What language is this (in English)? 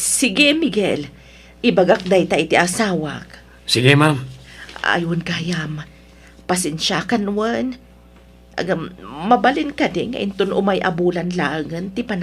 Iloko